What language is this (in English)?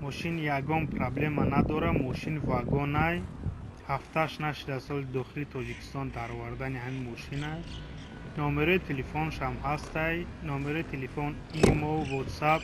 Tajik